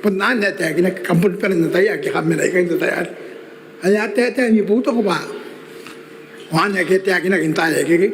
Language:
Gilbertese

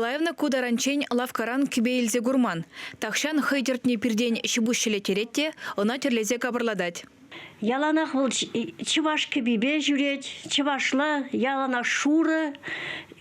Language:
Chuvash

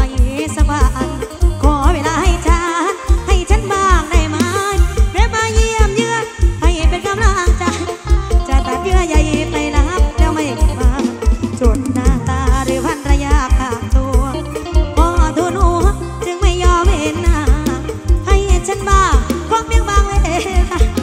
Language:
Thai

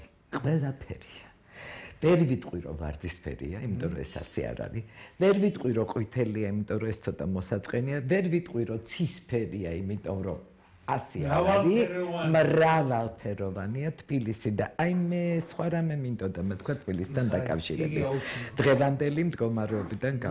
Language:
Georgian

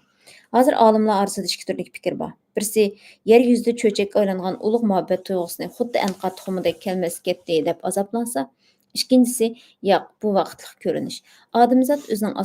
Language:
Uyghur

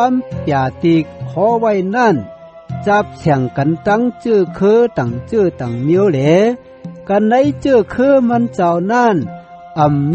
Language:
Shan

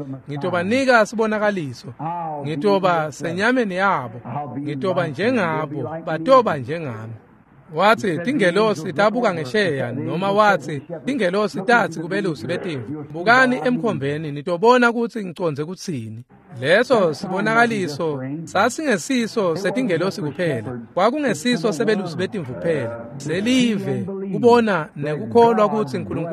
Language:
Swati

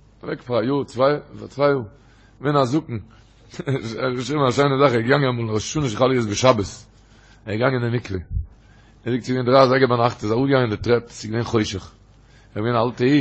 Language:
Yiddish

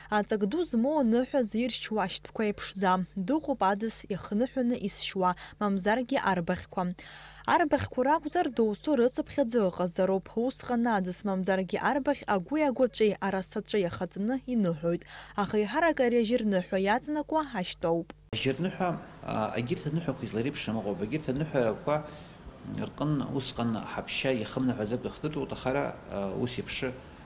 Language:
Abkhazian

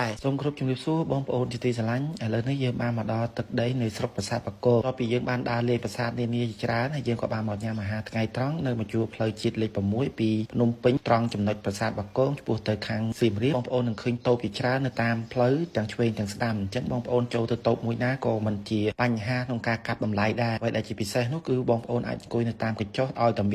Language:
Khmer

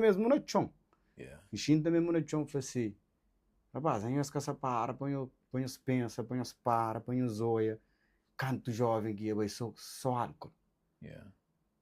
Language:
Kabuverdianu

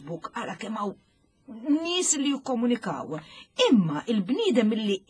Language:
Maltese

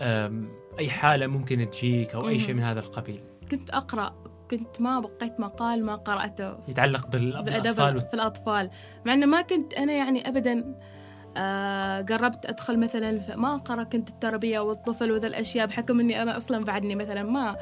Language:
Gulf Arabic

